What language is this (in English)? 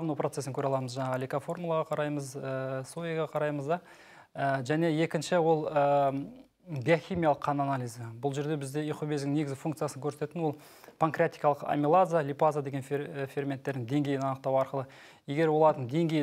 Kazakh